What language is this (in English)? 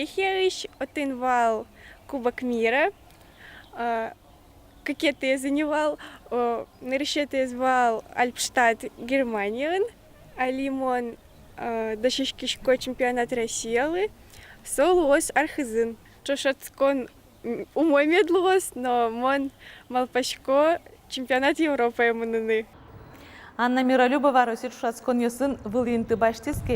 Udmurt